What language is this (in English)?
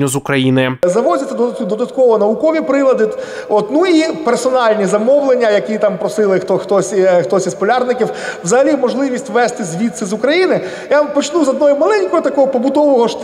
Ukrainian